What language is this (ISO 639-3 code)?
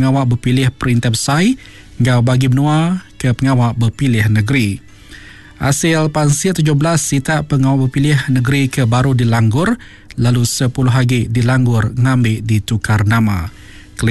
iba